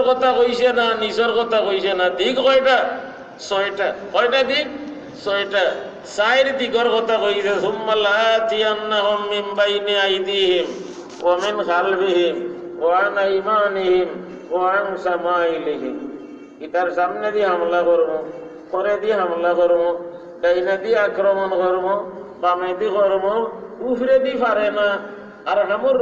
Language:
Sylheti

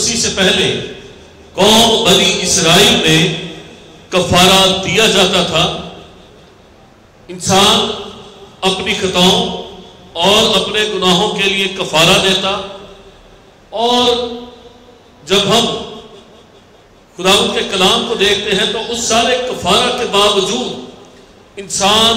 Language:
Urdu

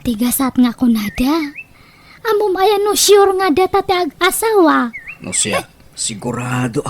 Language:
Iloko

